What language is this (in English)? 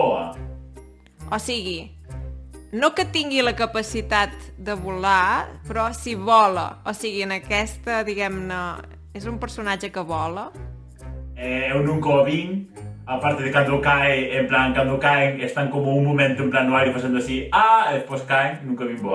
Occitan